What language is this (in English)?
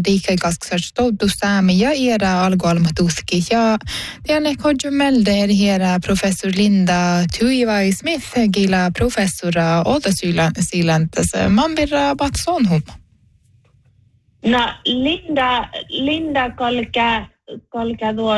Northern Sami